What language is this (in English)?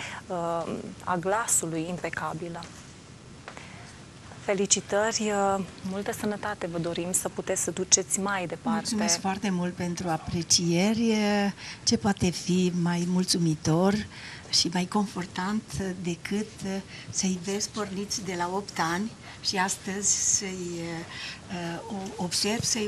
Romanian